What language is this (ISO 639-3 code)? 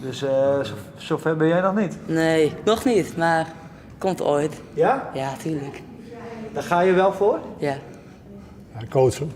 fry